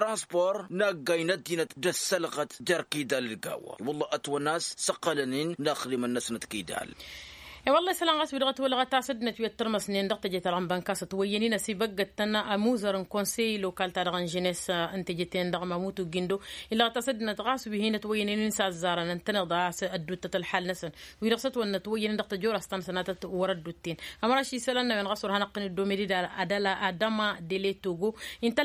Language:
Tamasheq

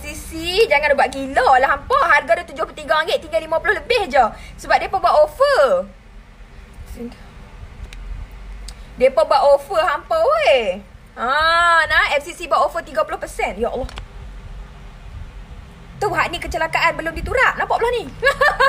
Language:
Malay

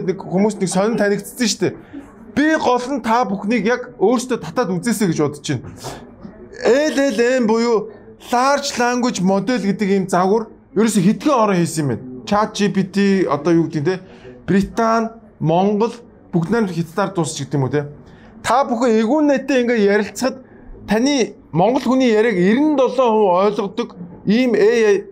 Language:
Mongolian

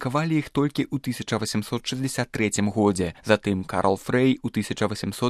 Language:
Belarusian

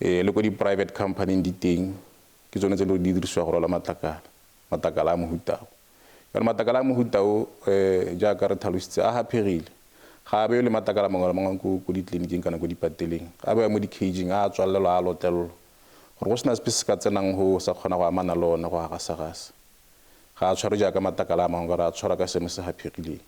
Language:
Tswana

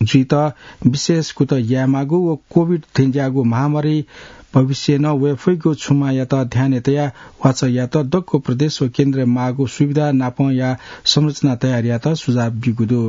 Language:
Newari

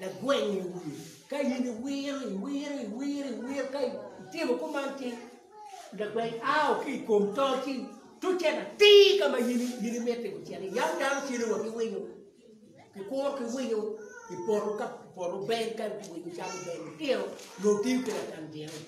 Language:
Acoli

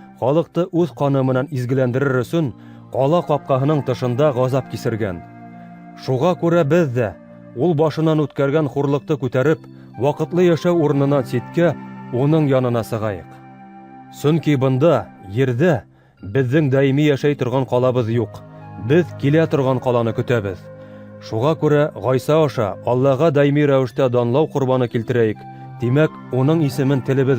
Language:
Bashkir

